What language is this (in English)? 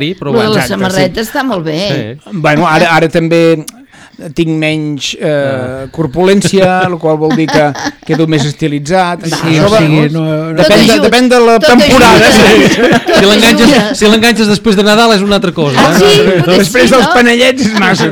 Catalan